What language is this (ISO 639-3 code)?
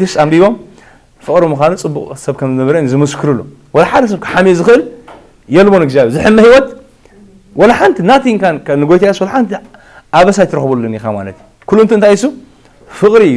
tir